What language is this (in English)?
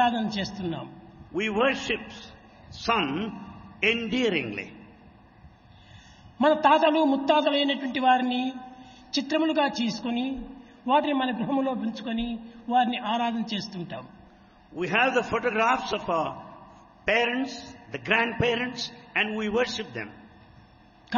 Telugu